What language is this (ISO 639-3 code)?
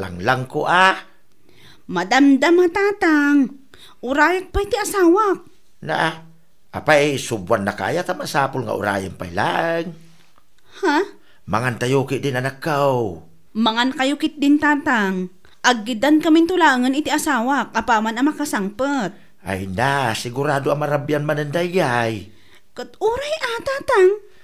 ilo